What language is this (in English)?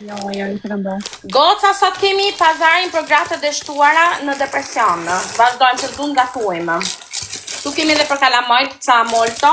Albanian